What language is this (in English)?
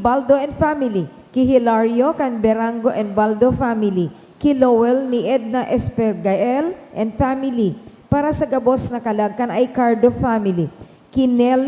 Bikol